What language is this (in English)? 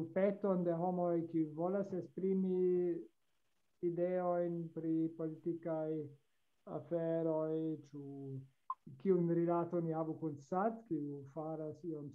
Esperanto